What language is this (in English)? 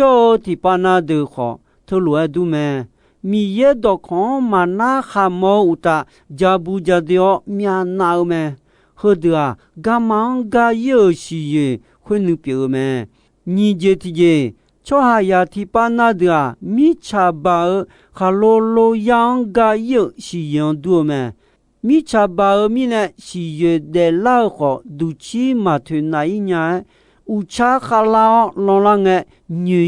Akha